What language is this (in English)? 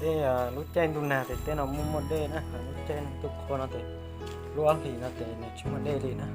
Hmong